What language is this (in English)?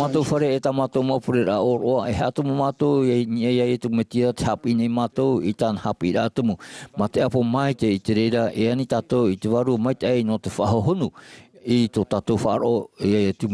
Tahitian